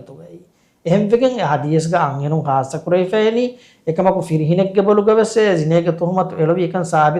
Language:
Divehi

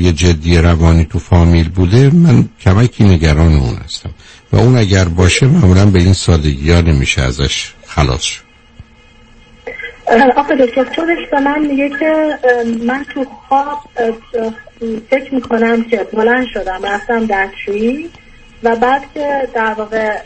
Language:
Persian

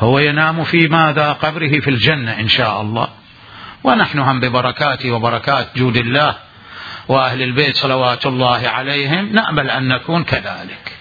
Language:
Mesopotamian Arabic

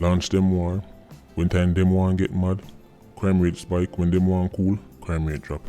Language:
Jamaican Creole English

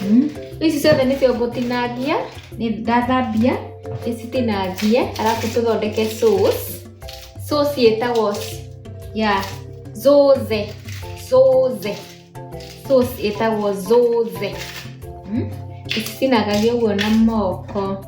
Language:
Kikuyu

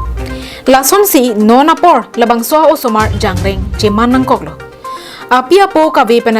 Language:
Karbi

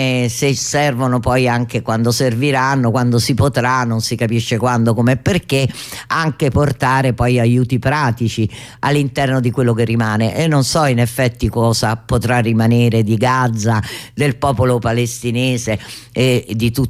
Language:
Italian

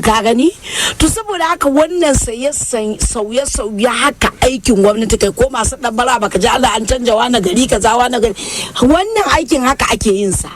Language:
Hausa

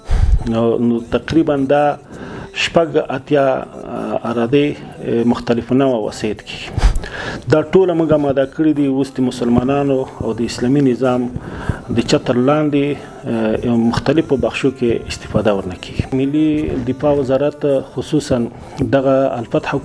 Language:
Pashto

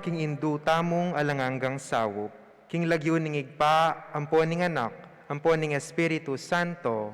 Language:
Pampanga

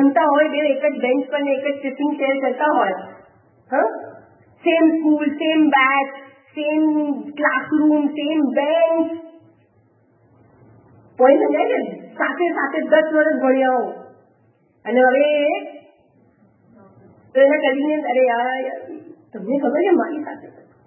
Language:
Gujarati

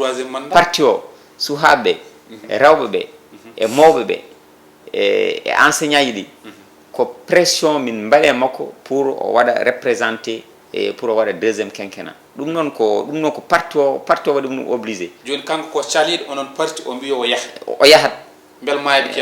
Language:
Fula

